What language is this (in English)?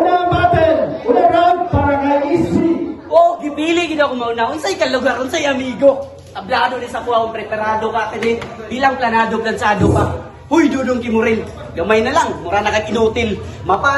Cebuano